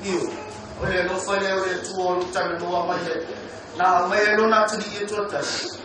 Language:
Samoan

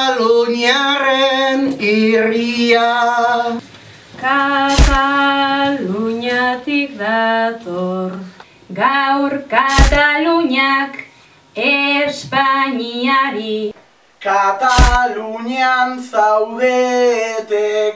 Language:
Basque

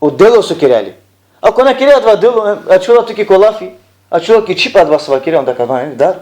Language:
Balkan Romani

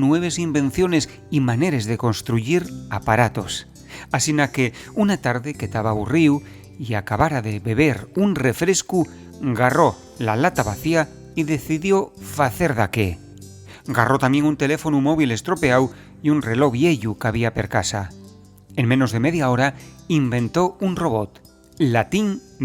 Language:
Asturian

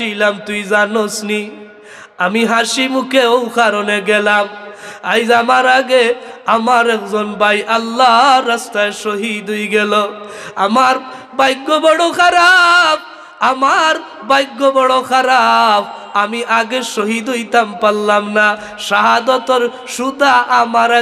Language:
Sylheti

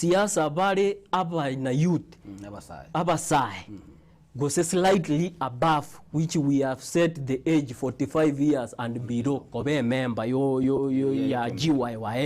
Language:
Gusii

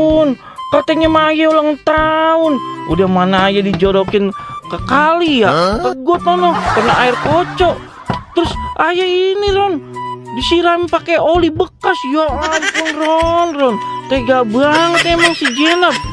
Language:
Betawi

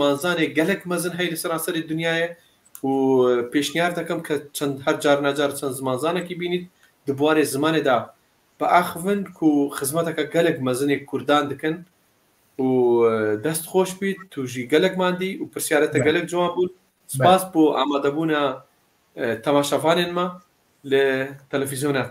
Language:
Kurdish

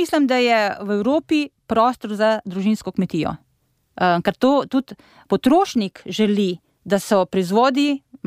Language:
Slovenian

